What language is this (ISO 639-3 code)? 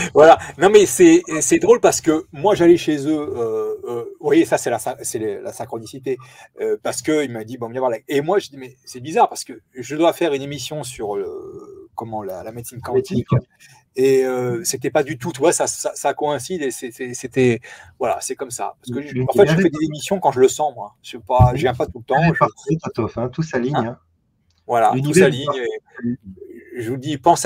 fra